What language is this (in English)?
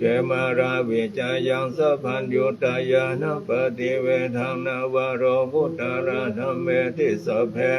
Pali